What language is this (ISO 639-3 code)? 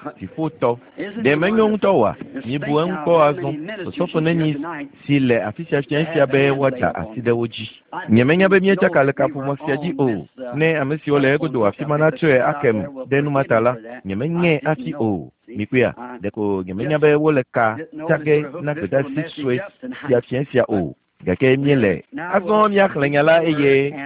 ewe